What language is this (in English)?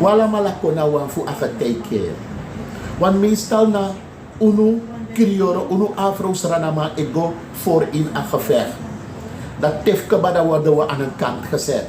Sranan Tongo